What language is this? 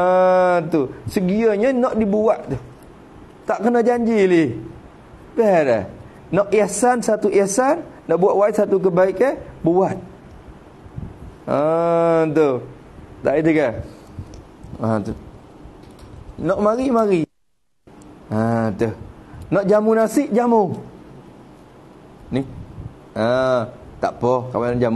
Malay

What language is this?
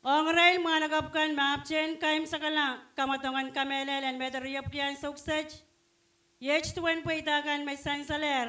Pohnpeian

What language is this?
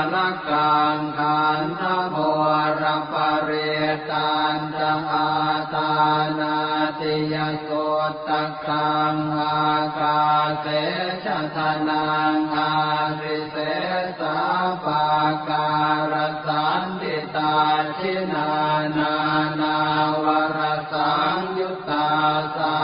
Pali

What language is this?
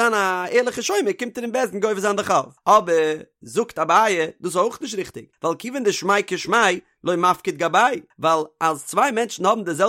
Yiddish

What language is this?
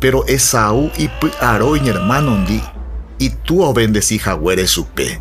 Guarani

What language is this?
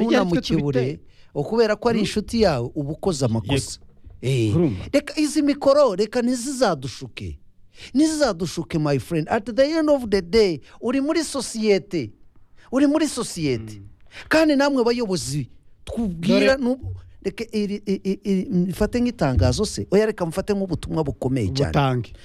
Kinyarwanda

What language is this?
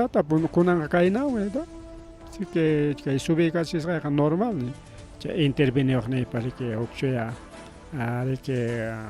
Ayacucho Quechua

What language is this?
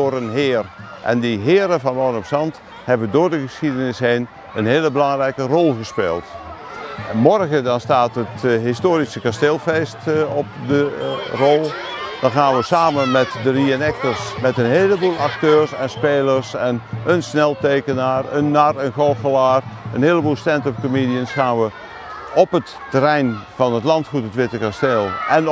Dutch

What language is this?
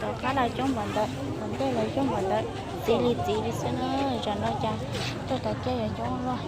Hmong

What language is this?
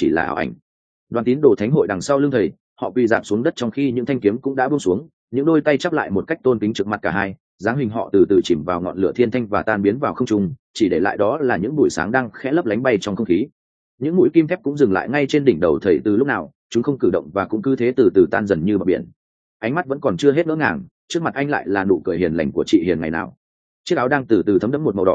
Vietnamese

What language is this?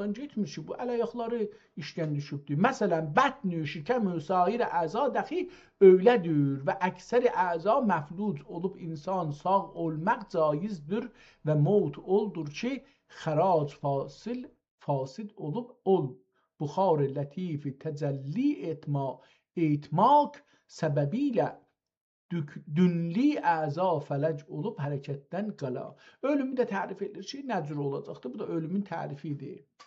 South Azerbaijani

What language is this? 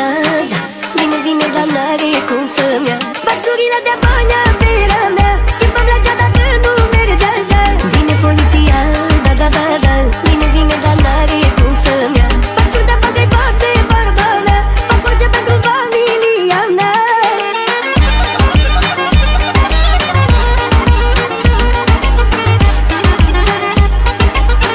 Romanian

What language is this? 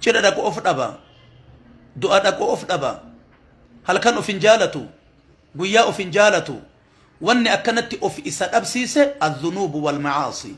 Oromo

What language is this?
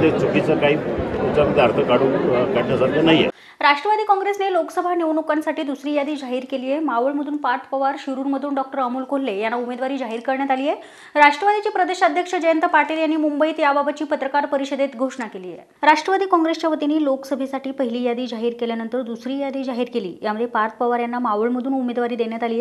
Marathi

